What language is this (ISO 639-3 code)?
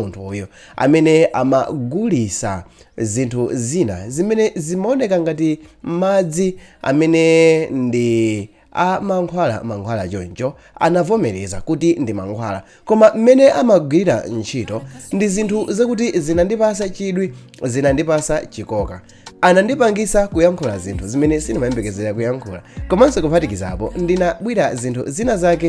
nya